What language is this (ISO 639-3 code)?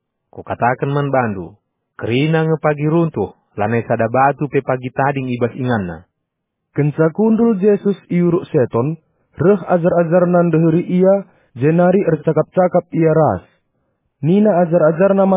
btx